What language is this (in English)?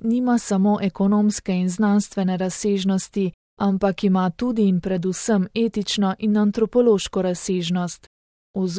Slovenian